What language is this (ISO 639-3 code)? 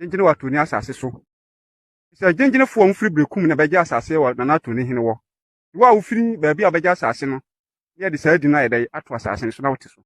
aka